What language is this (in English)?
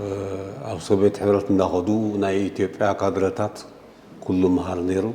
Tigrinya